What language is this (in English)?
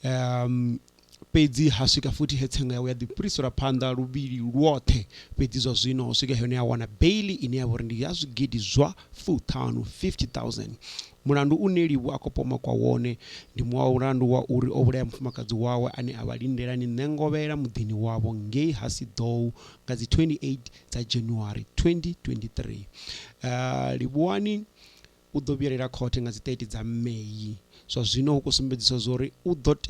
Venda